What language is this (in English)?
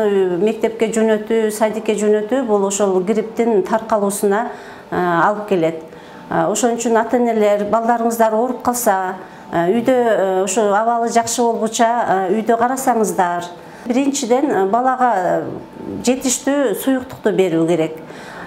Kyrgyz